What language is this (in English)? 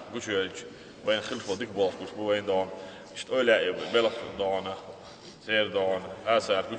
Chechen